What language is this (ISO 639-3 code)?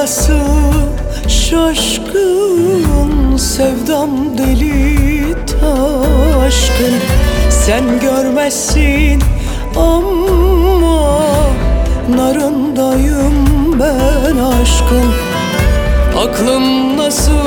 tur